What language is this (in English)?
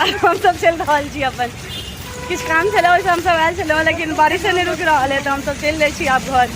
Maithili